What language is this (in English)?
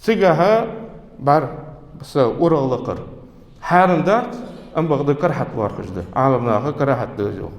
Ingush